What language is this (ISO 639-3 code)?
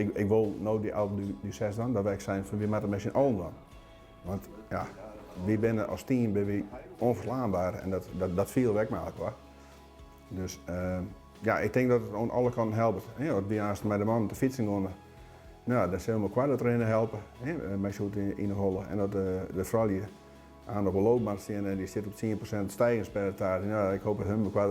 fry